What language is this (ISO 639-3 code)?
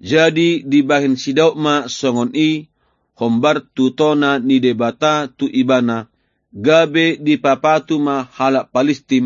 bbc